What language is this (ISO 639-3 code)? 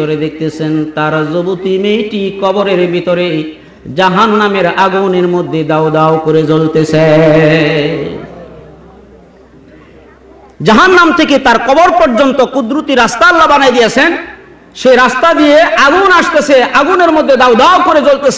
ben